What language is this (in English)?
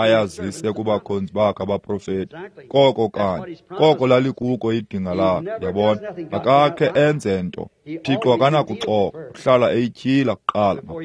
Xhosa